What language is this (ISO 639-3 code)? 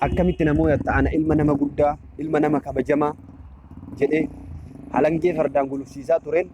orm